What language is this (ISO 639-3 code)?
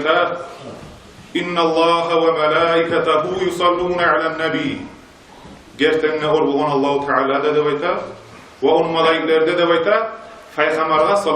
kum